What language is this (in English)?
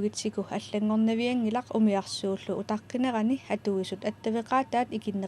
Kalaallisut